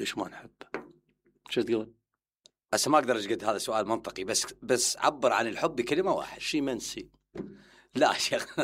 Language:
Mesopotamian Arabic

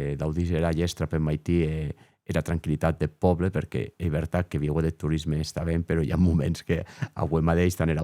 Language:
Occitan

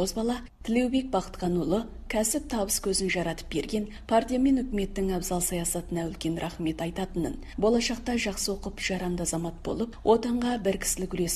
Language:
Kazakh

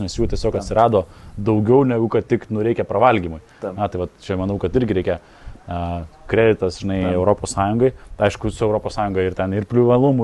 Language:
Lithuanian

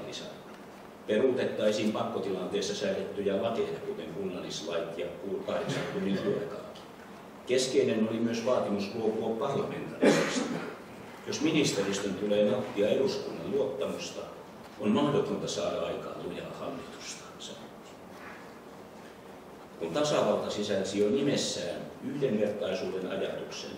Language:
Finnish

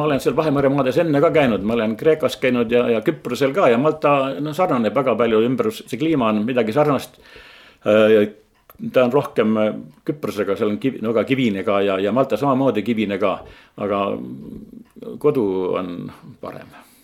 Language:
Estonian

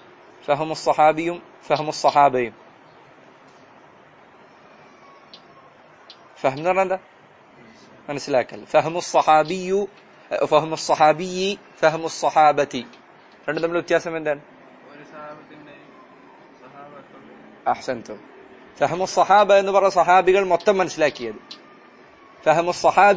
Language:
Malayalam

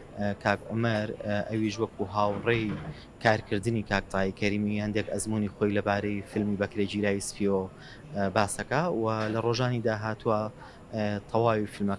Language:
Central Kurdish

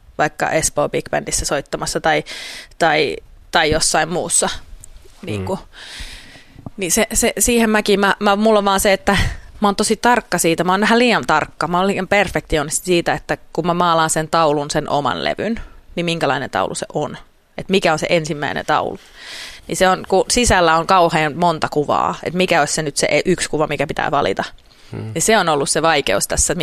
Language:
Finnish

